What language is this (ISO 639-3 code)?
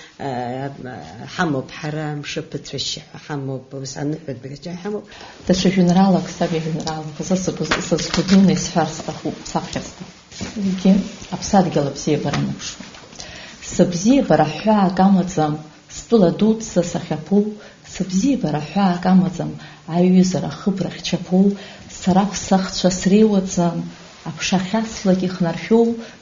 abk